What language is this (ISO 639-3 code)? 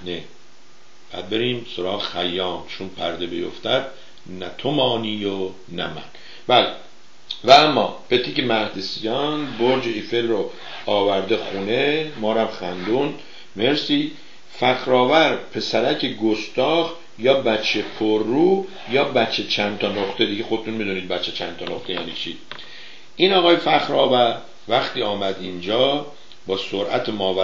fas